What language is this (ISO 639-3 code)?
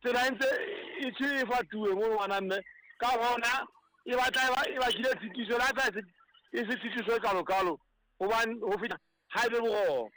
sot